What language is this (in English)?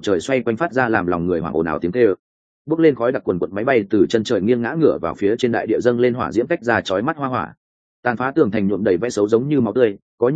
Vietnamese